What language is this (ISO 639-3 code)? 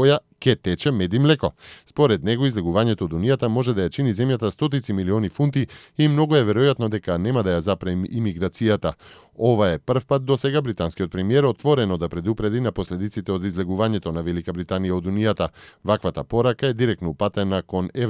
mkd